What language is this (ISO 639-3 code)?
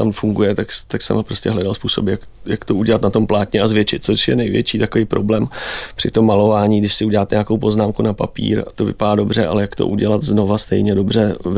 ces